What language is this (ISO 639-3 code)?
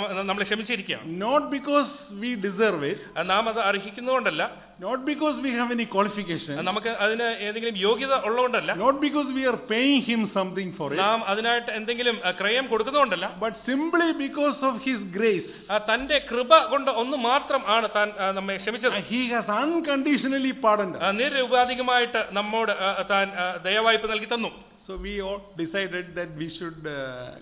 mal